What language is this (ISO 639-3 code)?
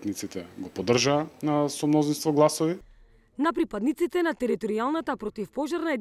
mkd